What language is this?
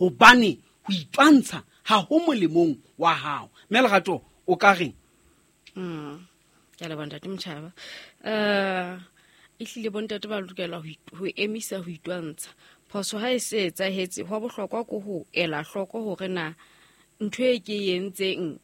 Southern Sotho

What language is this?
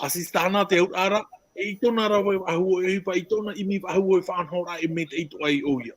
Tahitian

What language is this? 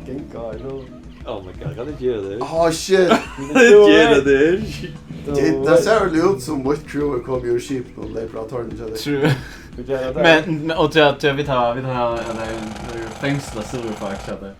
Faroese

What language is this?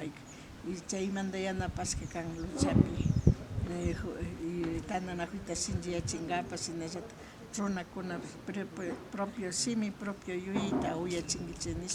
Imbabura Highland Quichua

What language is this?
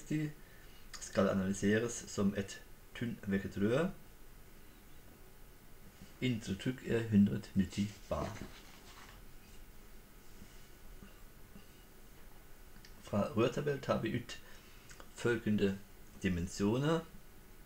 Norwegian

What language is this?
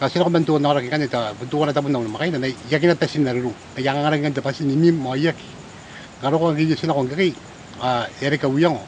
Gilbertese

